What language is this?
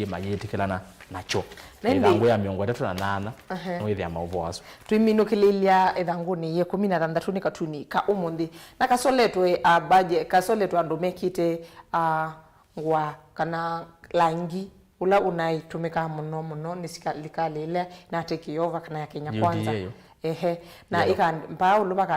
Kamba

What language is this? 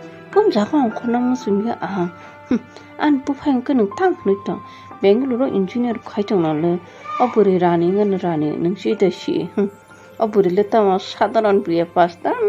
Kok Borok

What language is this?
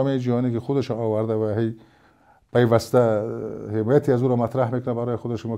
Persian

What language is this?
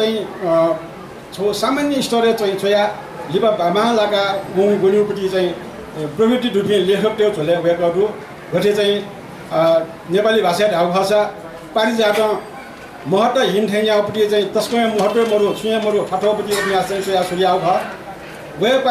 Newari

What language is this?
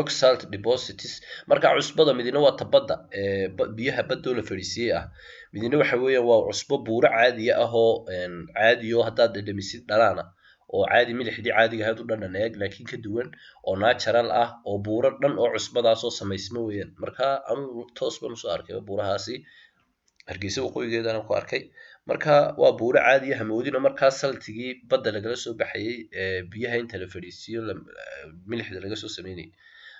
Somali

